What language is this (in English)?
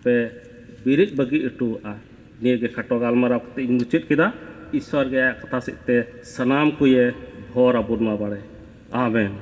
Santali